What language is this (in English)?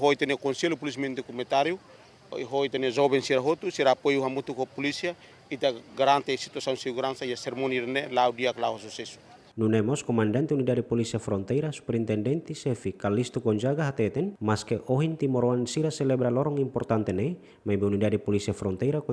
Tetum